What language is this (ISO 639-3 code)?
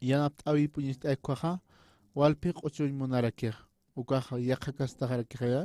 aym